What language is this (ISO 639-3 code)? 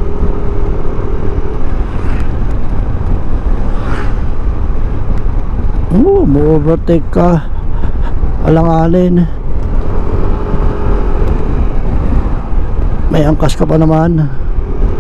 fil